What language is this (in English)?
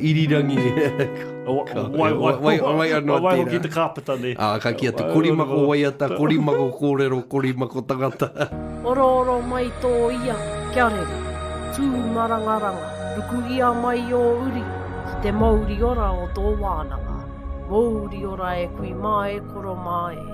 Māori